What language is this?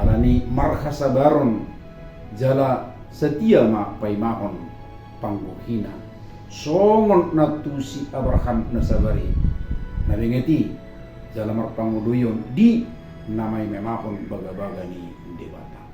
Batak Toba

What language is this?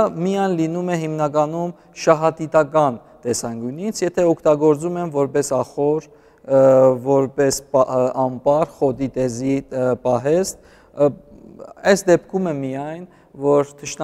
Armenian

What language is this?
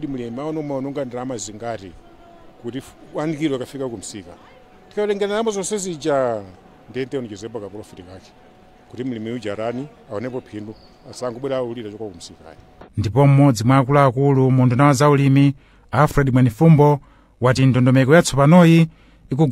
Nyanja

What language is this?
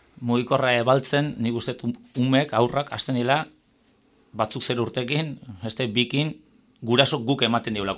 Basque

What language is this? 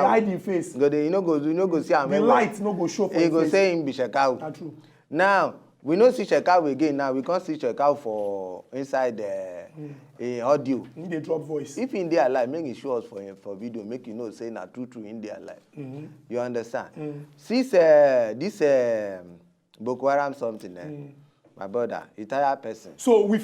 Nigerian Pidgin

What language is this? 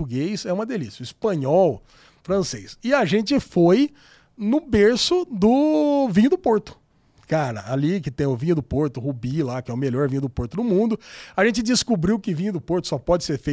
Portuguese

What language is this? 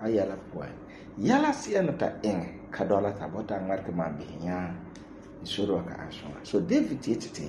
Frafra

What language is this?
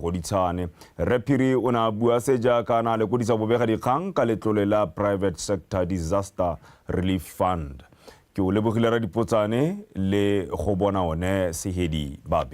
Tswana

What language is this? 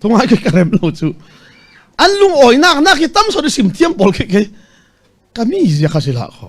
Falam Chin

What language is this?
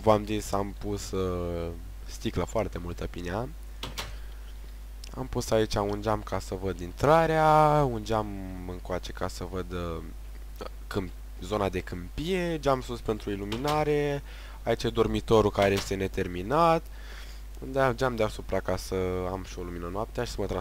Romanian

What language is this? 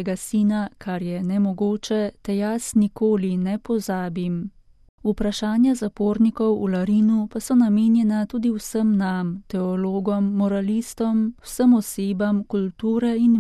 Slovenian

